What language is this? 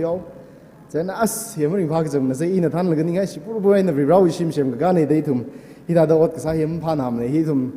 Tangkhul Naga (India)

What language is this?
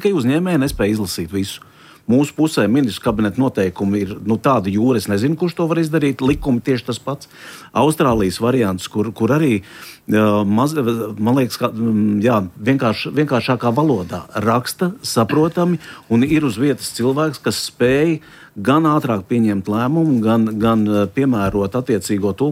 Latvian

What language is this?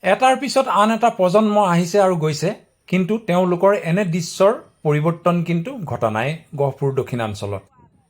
Assamese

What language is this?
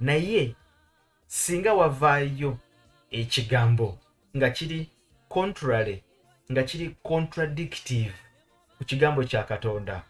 Ganda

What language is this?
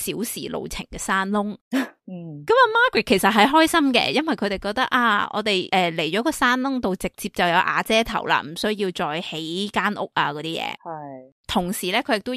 Cantonese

